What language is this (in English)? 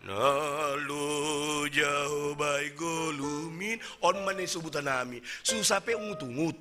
Batak Simalungun